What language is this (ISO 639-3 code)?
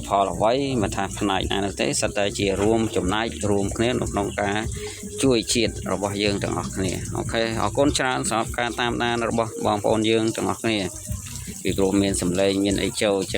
khm